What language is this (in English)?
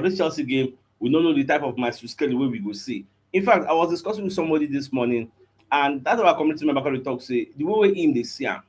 Nigerian Pidgin